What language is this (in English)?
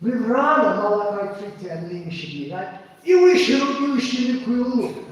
Tangkhul Naga (India)